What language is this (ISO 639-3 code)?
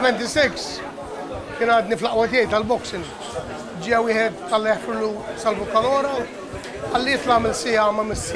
mlt